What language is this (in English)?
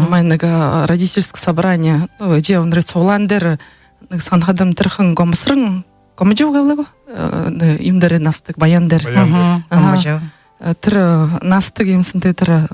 Buriat